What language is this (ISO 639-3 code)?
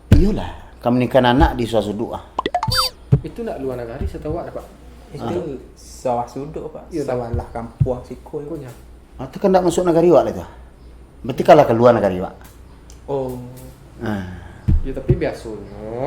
min